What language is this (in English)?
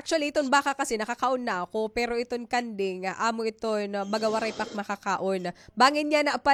Waray